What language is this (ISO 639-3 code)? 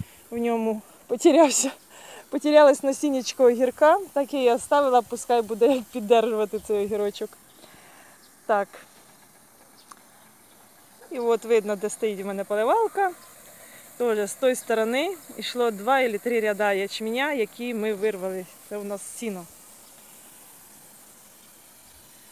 ukr